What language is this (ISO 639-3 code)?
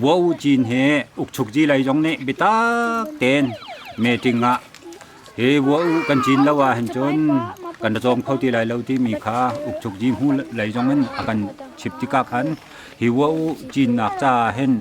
cnh